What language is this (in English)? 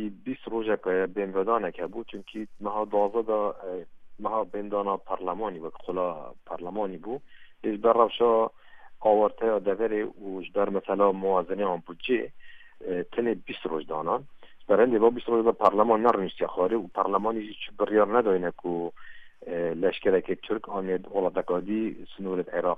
Kurdish